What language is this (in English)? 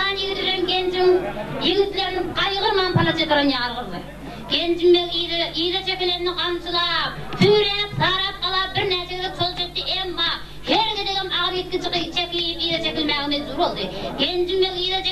Turkmen